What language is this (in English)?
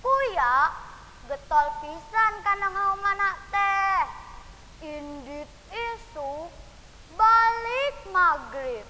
Sundanese